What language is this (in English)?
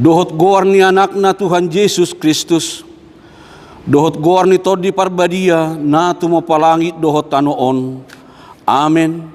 Batak Toba